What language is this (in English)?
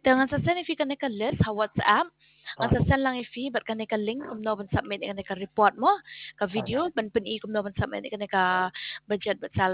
Khasi